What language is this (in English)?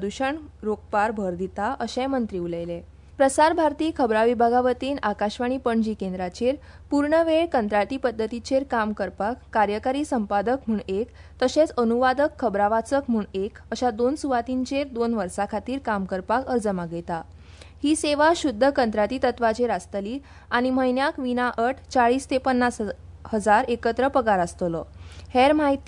Konkani